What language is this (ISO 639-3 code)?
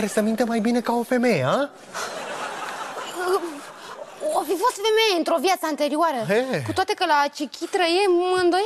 ron